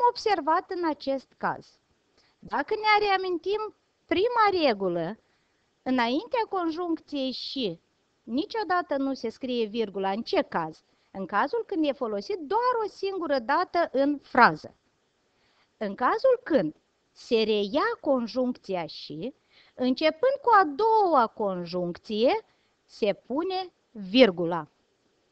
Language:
Romanian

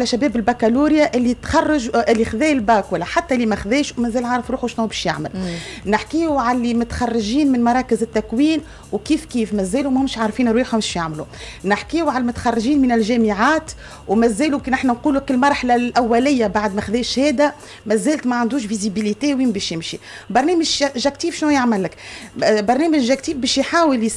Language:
Tunisian Arabic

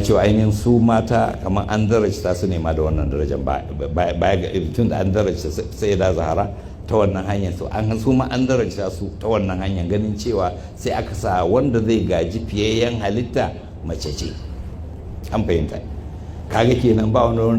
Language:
Hausa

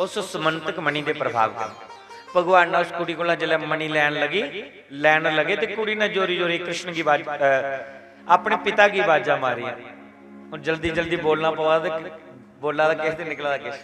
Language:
Dogri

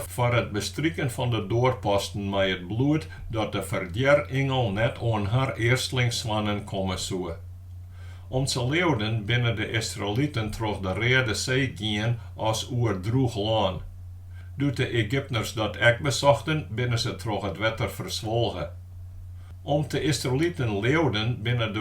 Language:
Western Frisian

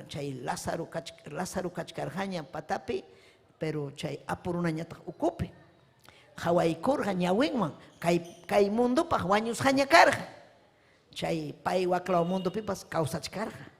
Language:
Ayacucho Quechua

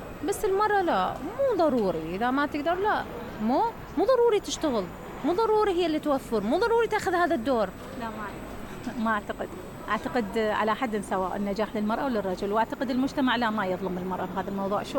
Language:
Mesopotamian Arabic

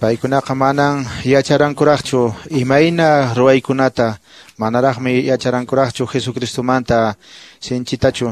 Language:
Quechua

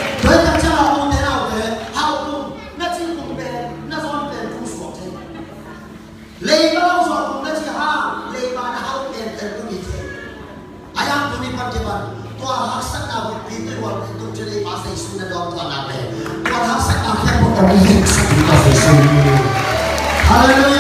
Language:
Vietnamese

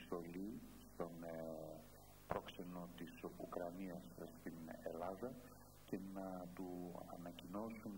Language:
Greek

